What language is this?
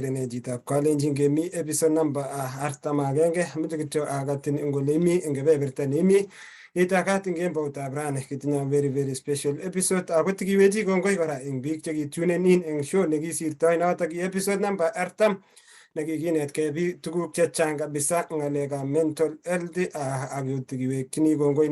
Kalenjin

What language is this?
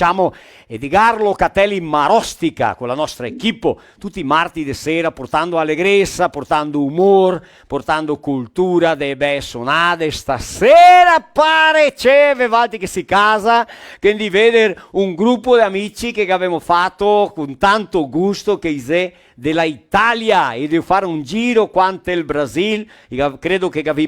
Venetian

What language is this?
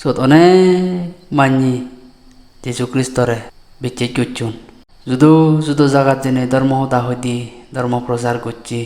Chakma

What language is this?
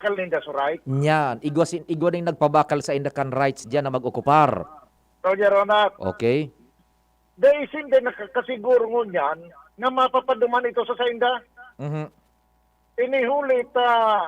Bikol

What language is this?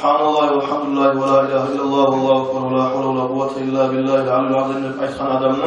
Kumyk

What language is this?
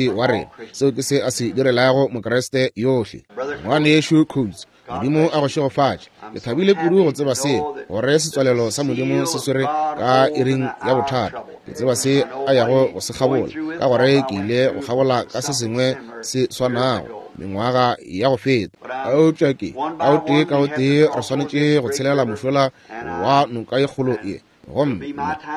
Northern Sotho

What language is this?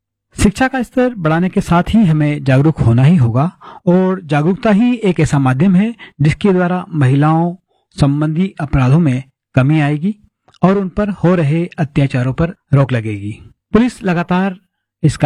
Hindi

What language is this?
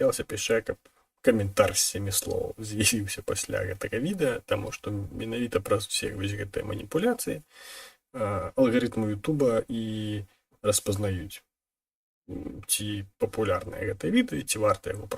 Belarusian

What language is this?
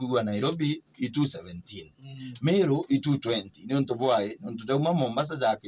Meru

